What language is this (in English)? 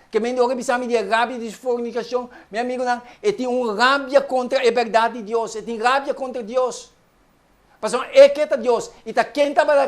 Papiamento